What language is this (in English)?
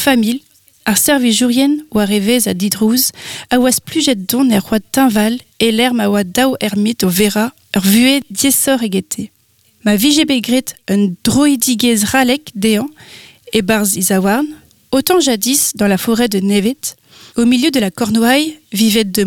Breton